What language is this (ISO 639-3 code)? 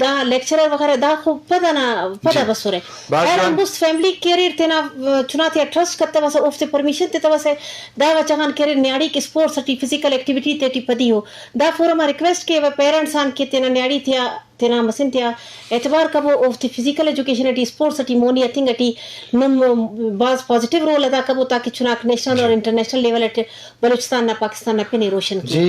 bgp